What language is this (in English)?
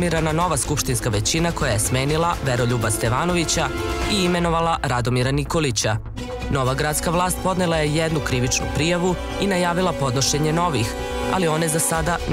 Serbian